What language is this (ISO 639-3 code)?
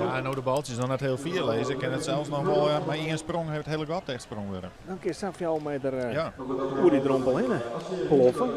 fry